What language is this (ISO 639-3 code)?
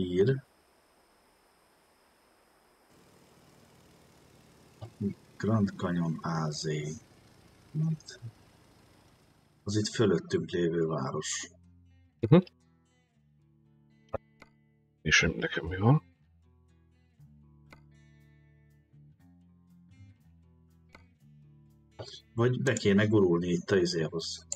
hun